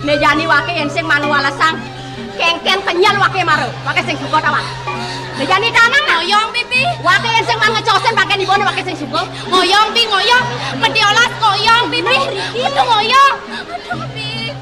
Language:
Balinese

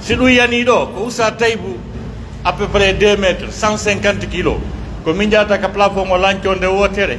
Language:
Pular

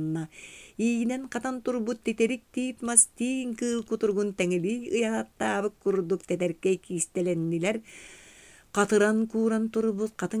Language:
Yakut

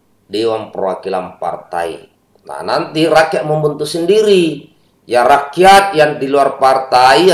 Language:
Indonesian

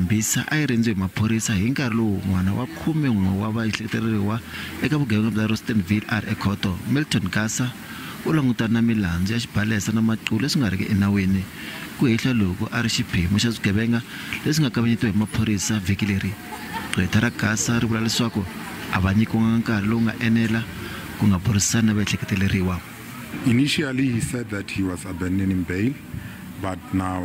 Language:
Tsonga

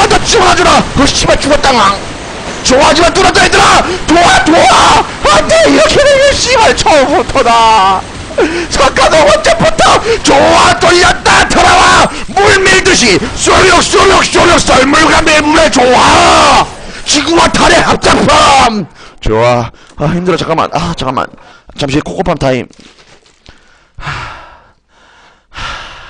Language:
Korean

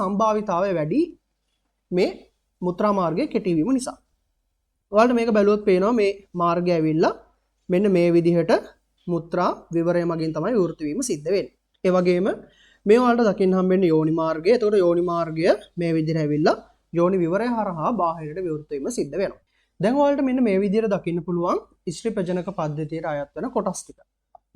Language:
Sinhala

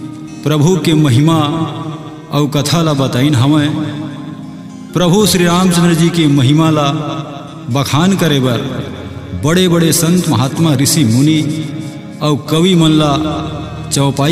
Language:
Chhattisgarhi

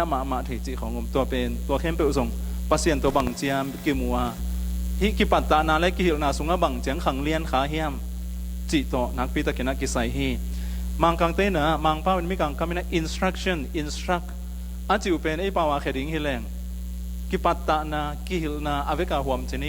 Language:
Tedim Chin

